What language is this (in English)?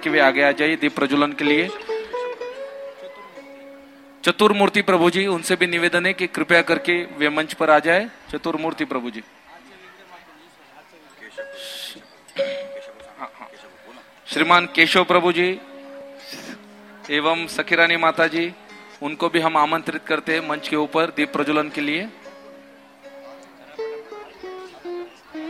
Hindi